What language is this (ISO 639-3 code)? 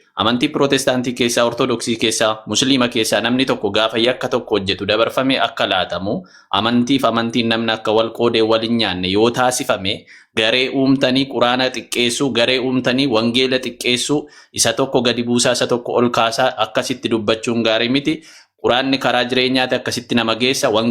orm